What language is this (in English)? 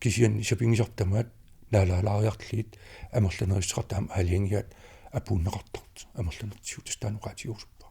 Kalaallisut